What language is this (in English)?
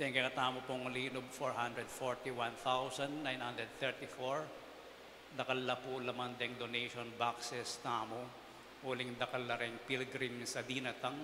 Pampanga